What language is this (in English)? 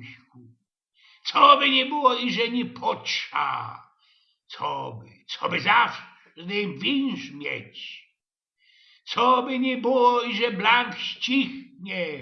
Silesian